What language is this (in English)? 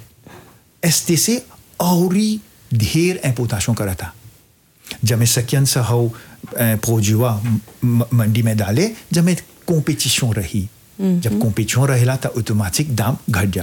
Bhojpuri